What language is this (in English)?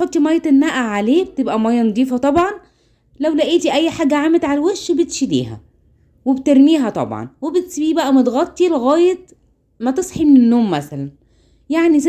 Egyptian Arabic